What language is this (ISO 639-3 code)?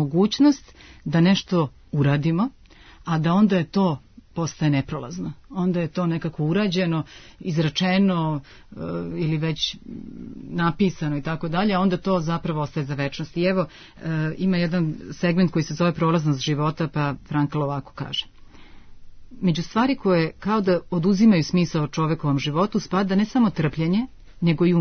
srp